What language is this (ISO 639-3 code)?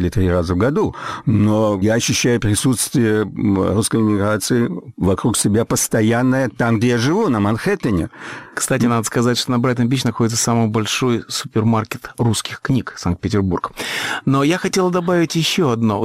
rus